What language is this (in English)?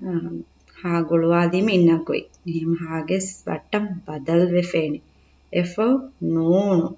Divehi